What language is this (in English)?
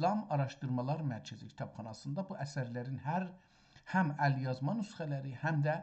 South Azerbaijani